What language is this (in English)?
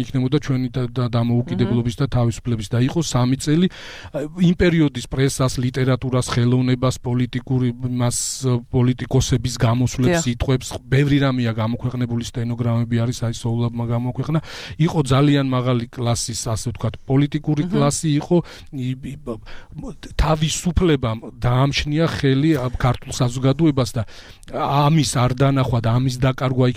Georgian